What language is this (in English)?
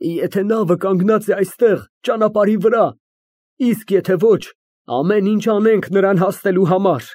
Armenian